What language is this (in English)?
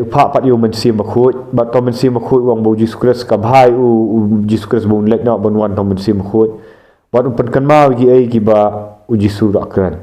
Khasi